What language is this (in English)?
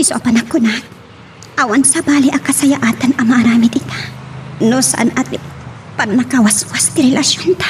Iloko